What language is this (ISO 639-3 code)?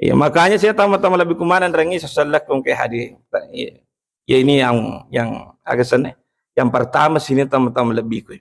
bug